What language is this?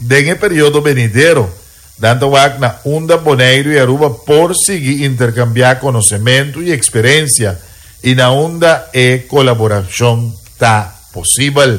Papiamento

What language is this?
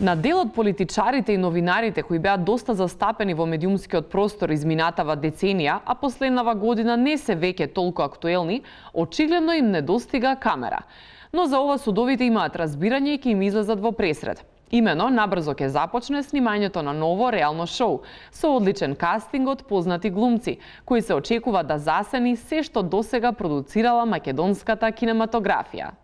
Macedonian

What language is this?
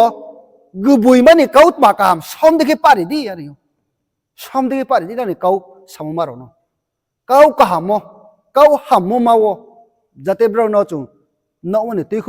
Riang (India)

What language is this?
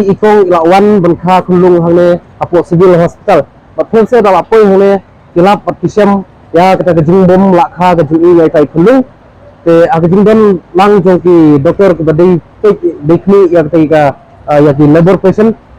Khasi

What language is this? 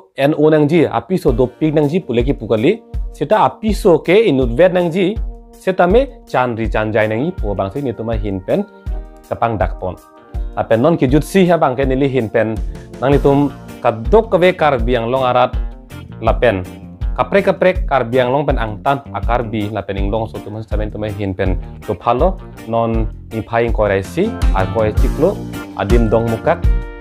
Karbi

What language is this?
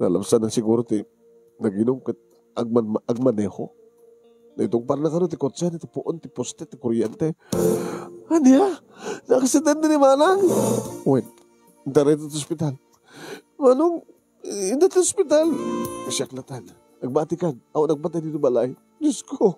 Iloko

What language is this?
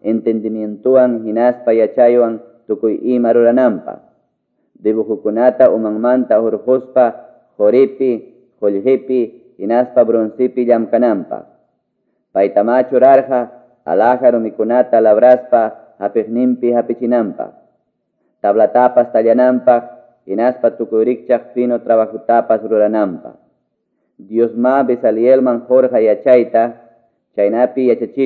Quechua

